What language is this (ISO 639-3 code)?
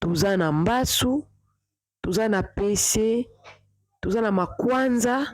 lin